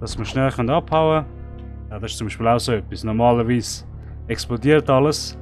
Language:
Swiss German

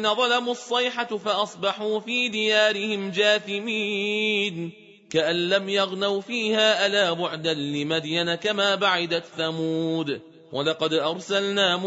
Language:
Arabic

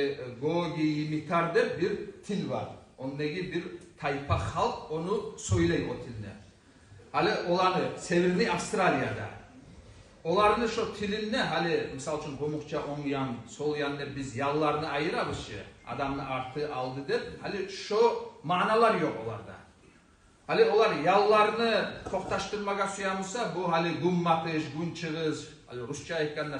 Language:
Kumyk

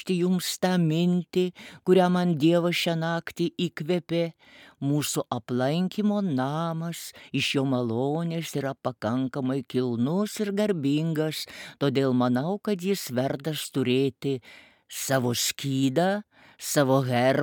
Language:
Lithuanian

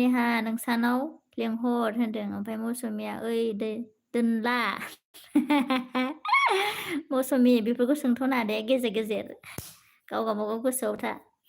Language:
Bodo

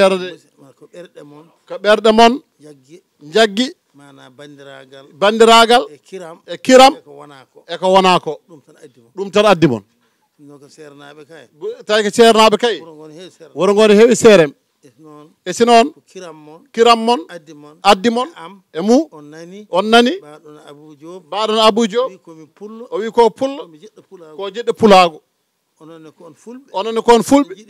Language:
Fula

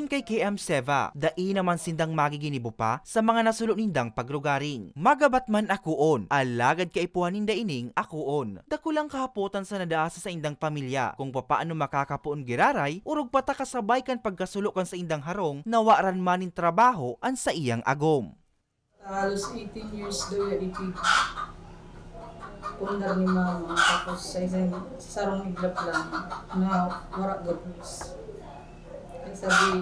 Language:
Bikol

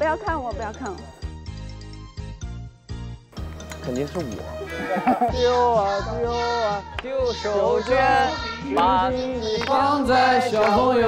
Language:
Chinese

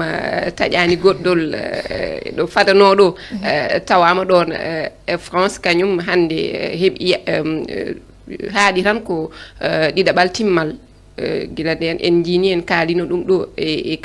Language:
Fula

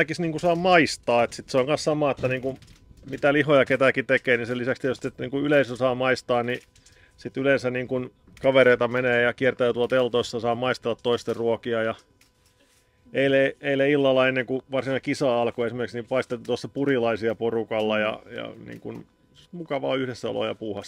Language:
Finnish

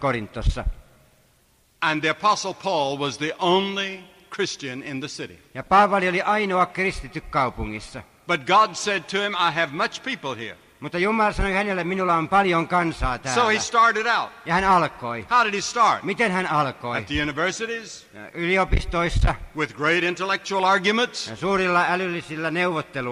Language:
Finnish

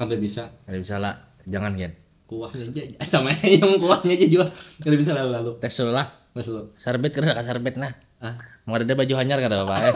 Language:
Banjar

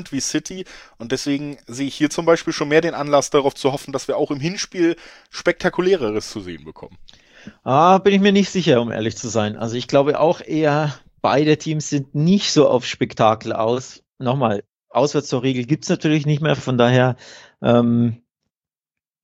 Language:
German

